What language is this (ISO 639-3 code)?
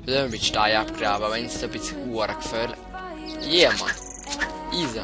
gsw